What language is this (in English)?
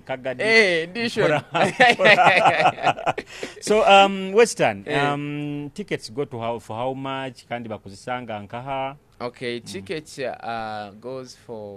Nyoro